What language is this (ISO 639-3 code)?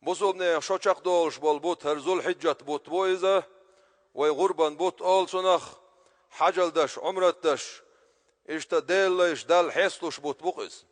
che